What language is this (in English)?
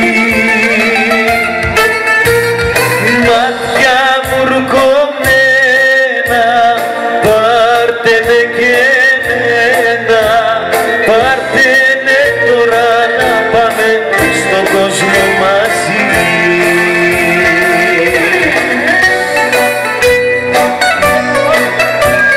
Greek